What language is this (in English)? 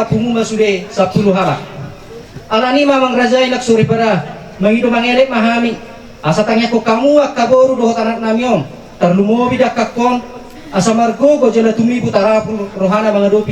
Batak Toba